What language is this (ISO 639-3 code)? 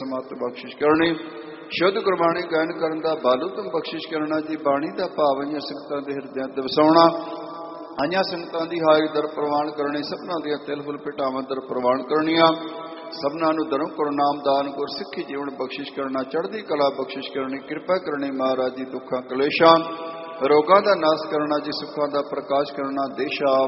pan